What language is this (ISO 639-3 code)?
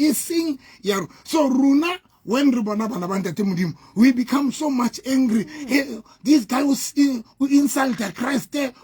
sot